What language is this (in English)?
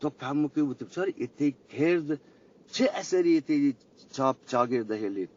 Eastern Balochi